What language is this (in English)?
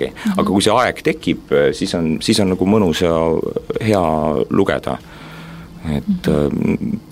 Estonian